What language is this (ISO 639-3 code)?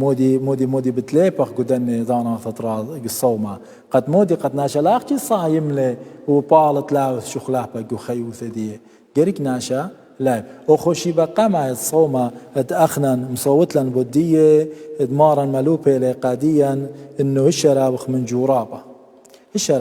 aii